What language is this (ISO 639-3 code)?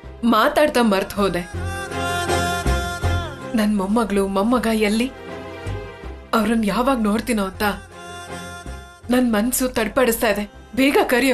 kan